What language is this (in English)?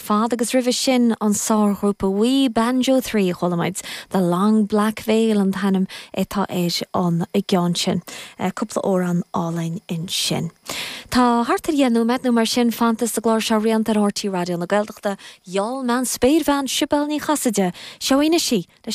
Irish